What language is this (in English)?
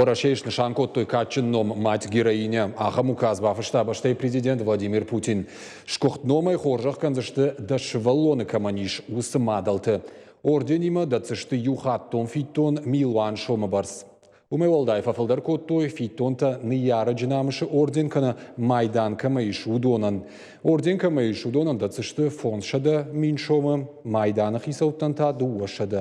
Ossetic